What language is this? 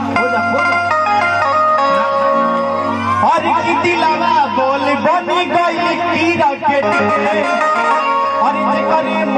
Bhojpuri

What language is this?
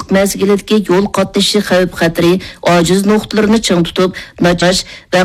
Uyghur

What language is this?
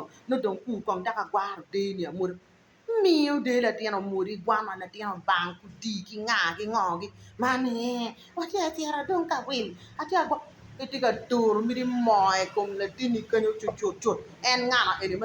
Acoli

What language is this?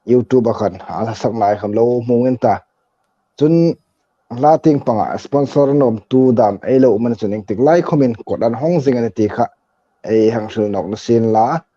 Hmar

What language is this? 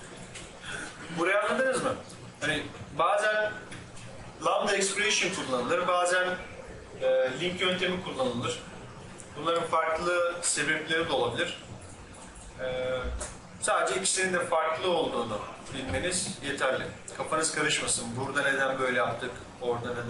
Turkish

